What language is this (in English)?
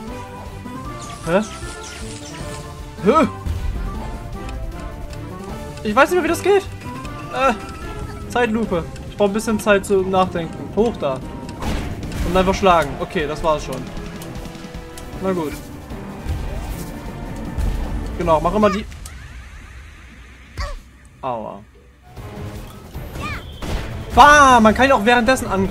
German